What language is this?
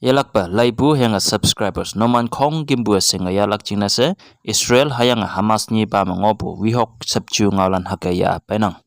Konyak Naga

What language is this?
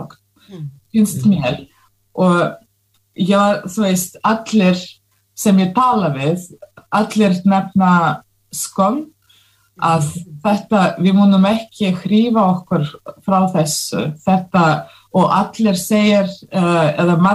Icelandic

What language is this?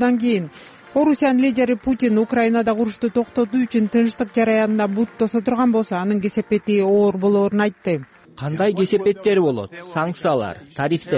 Kyrgyz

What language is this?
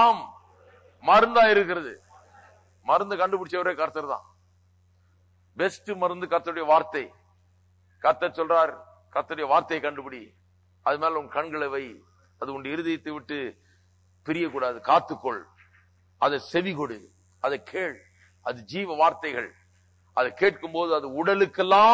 Tamil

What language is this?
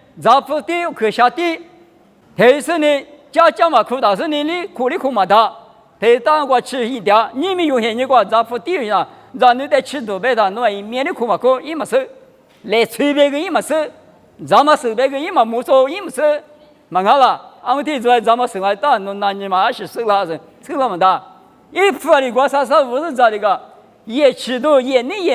Lisu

